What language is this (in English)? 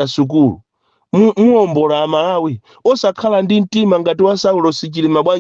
Nyanja